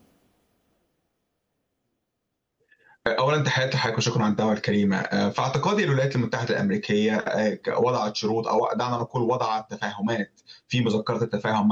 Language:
Arabic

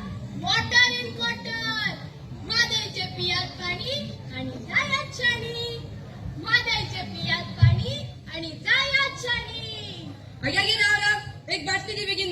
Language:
Konkani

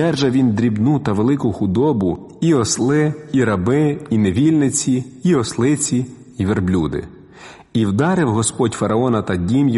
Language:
Ukrainian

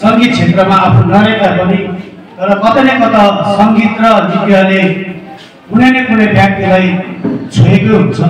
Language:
Nepali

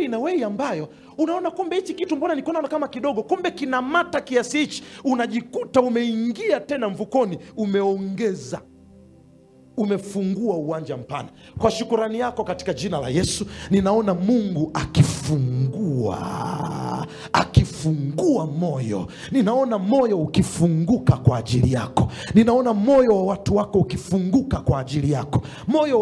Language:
Swahili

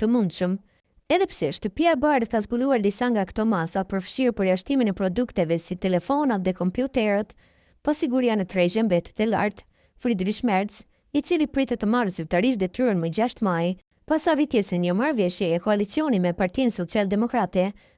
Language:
Albanian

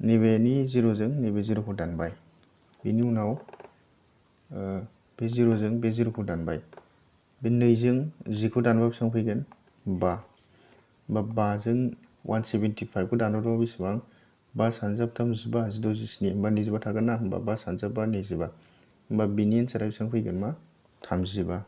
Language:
Bodo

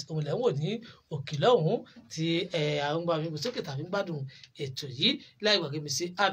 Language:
Yoruba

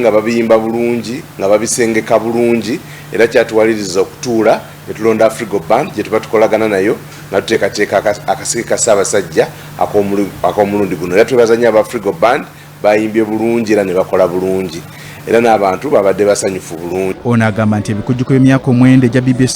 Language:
Ganda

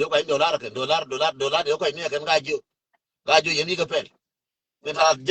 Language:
Nuer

